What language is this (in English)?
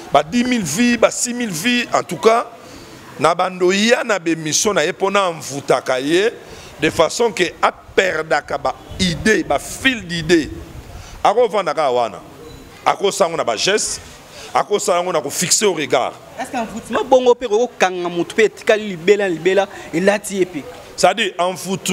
Lingala